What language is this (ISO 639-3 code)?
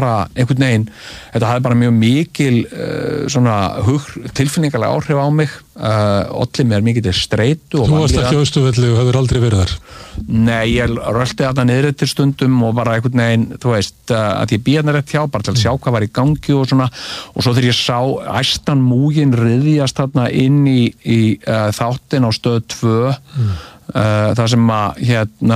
isl